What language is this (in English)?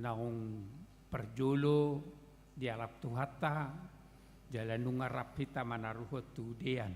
Batak Toba